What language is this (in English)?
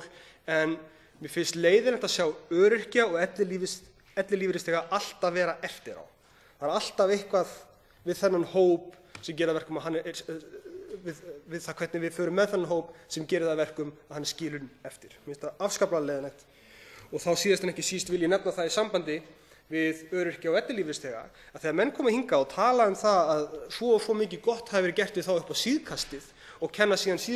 Icelandic